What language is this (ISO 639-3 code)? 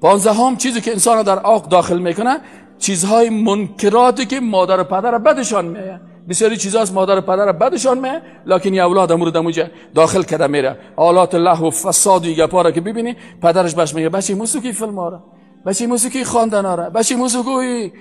fas